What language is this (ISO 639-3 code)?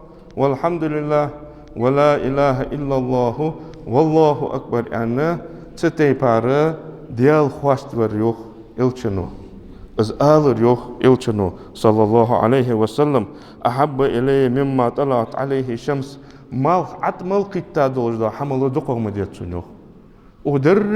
inh